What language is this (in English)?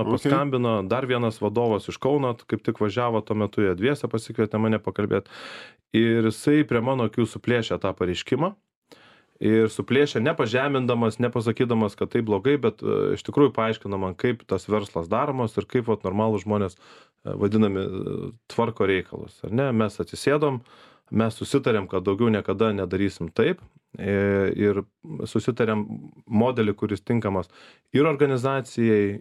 Lithuanian